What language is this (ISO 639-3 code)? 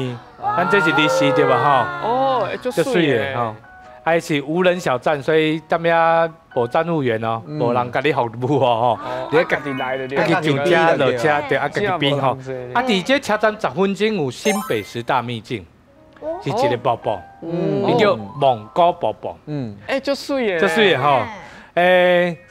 nan